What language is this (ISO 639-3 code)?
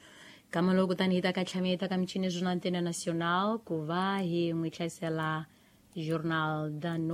tso